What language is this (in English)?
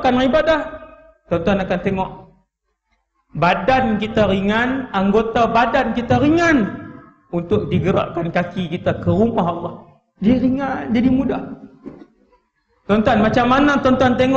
Malay